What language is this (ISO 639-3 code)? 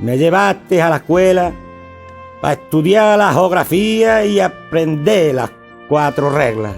ext